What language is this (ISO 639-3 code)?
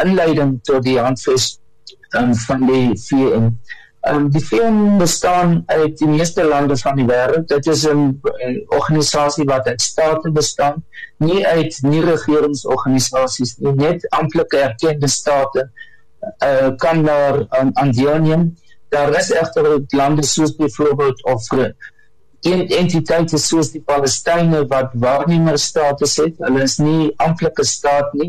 afr